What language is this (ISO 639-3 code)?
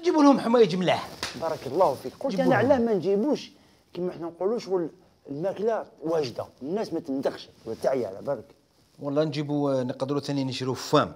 arq